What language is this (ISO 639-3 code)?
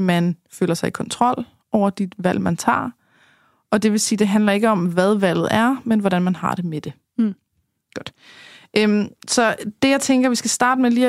dan